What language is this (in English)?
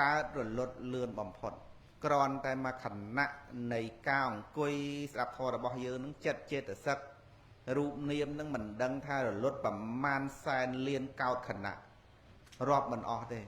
Khmer